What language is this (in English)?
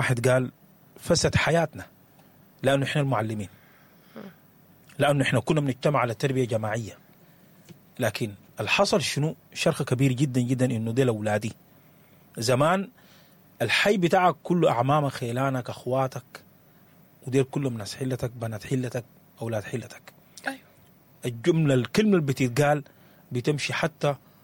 Sudanese Arabic